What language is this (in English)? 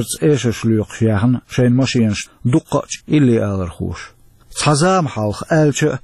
Chechen